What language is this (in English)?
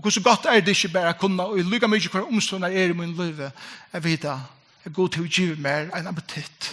Faroese